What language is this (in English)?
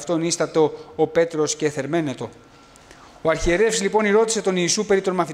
Greek